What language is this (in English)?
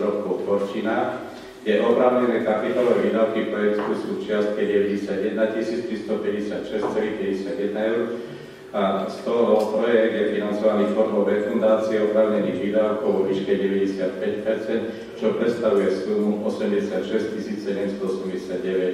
Slovak